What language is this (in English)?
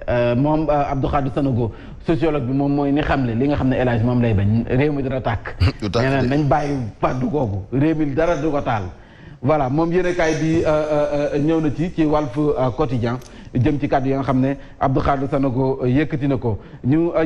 Wolof